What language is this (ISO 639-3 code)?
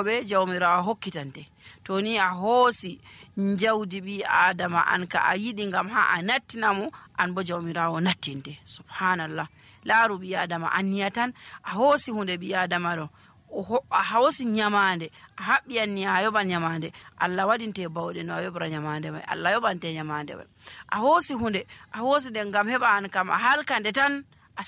fuv